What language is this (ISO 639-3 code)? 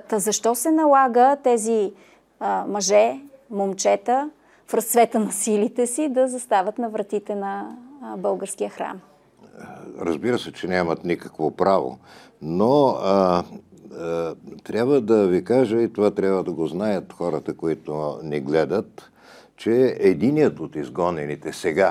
bul